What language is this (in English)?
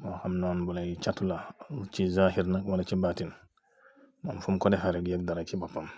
Wolof